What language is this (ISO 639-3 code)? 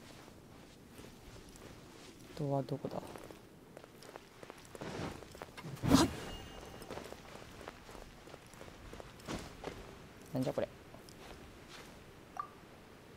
jpn